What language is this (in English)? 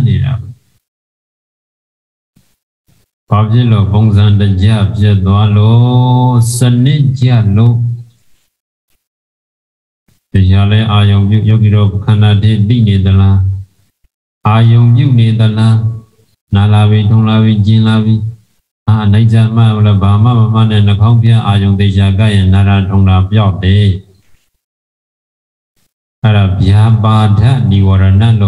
Burmese